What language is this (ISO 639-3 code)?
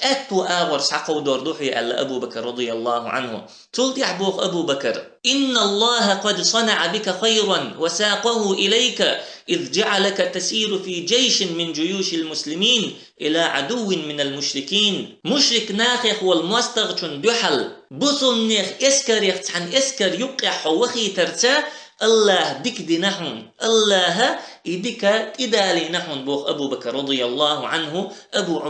che